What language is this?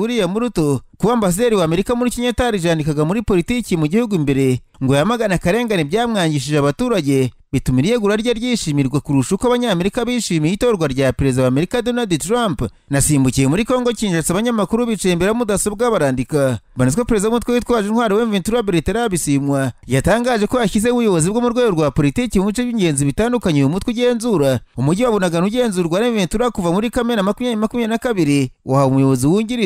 Kinyarwanda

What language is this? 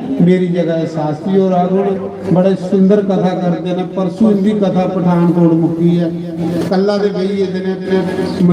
Dogri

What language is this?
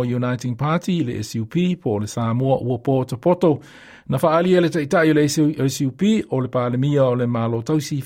Samoan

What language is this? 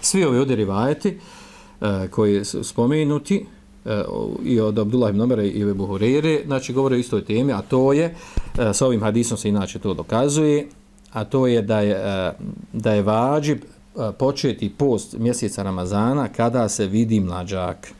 Bosnian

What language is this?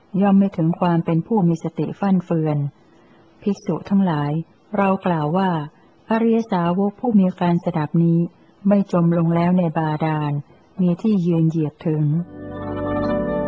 Thai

